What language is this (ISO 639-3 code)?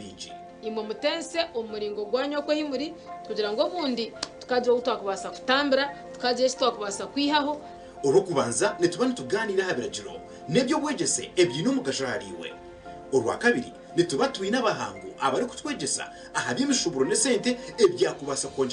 nyn